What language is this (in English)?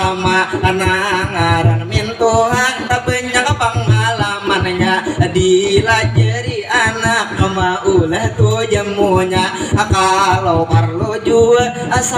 Banjar